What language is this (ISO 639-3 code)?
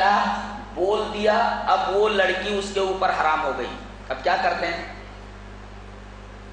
urd